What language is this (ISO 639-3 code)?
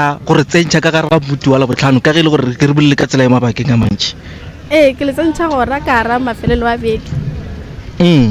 nso